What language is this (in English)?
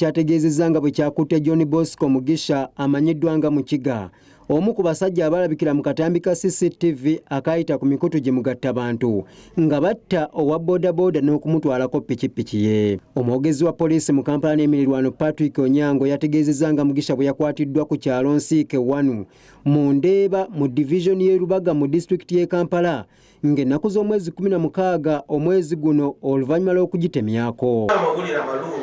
Ganda